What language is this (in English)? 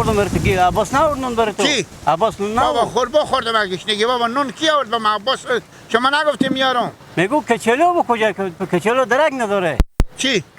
Hazaragi